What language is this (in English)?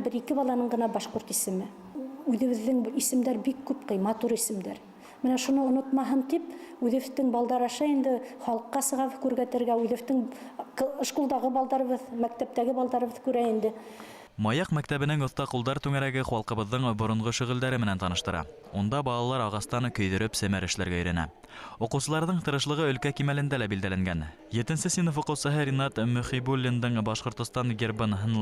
Bashkir